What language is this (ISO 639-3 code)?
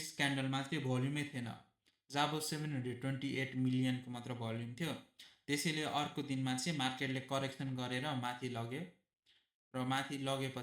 nep